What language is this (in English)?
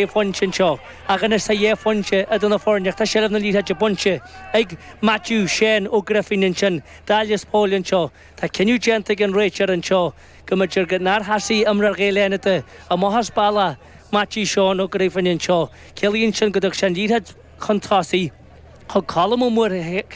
Irish